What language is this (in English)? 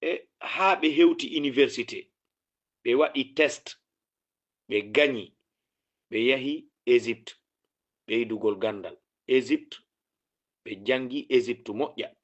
Fula